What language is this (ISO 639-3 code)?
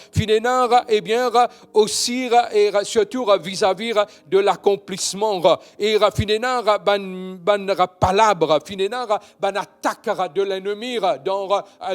mfe